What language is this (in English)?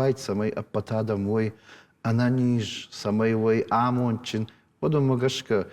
Ossetic